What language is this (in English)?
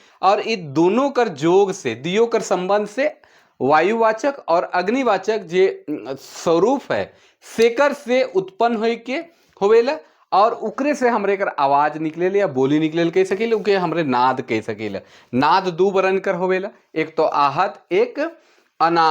Sadri